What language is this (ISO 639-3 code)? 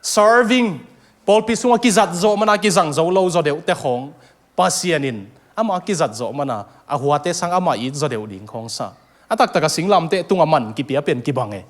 ctd